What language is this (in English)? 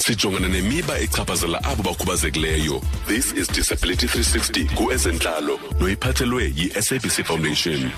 Xhosa